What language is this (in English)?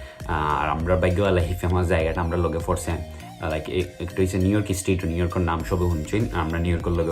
Sylheti